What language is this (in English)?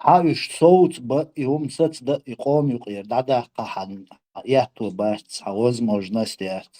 Chechen